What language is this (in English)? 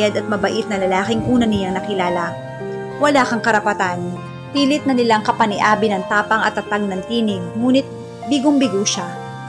Filipino